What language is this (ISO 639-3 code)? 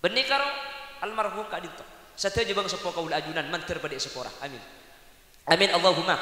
mad